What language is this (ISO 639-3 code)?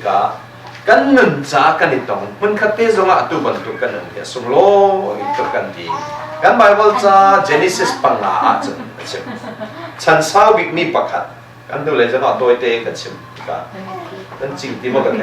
cnh